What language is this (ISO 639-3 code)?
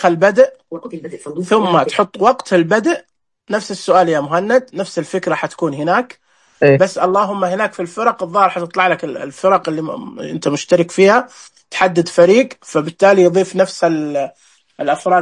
ars